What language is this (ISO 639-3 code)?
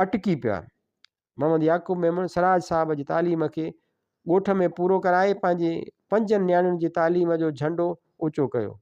snd